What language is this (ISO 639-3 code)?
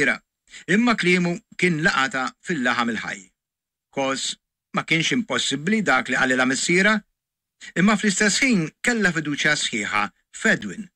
mlt